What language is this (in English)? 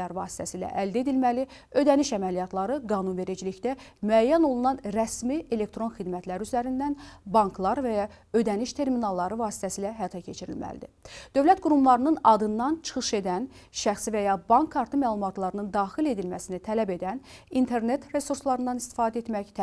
Azerbaijani